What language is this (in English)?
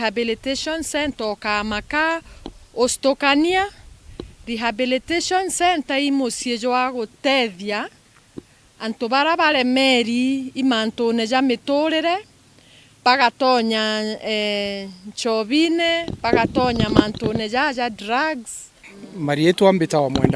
Meru